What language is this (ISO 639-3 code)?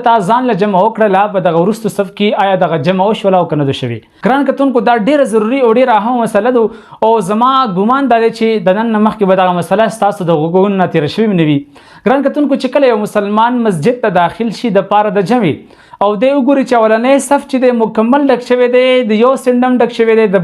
pus